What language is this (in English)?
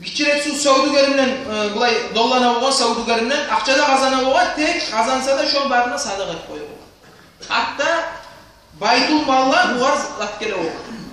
Kumyk